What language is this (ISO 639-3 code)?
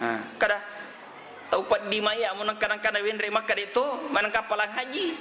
bug